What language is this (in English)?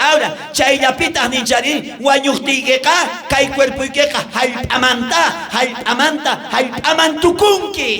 South Bolivian Quechua